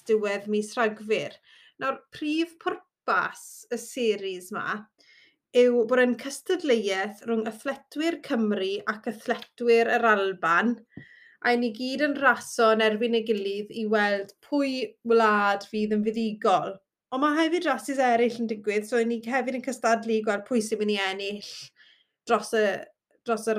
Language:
Welsh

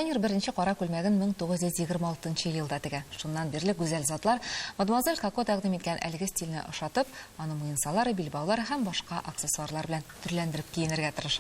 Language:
Tatar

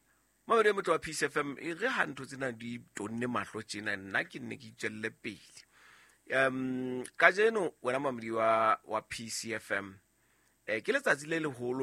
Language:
Southern Sotho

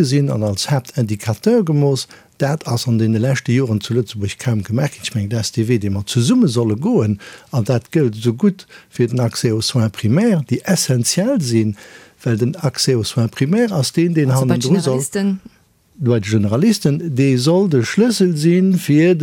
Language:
Luxembourgish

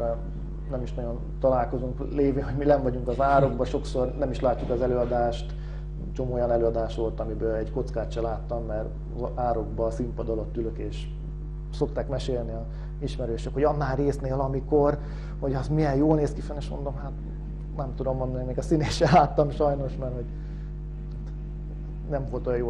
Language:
Hungarian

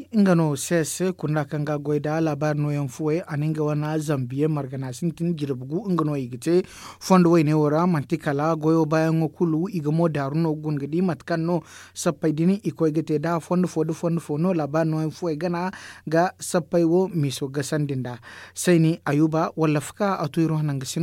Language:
Zarma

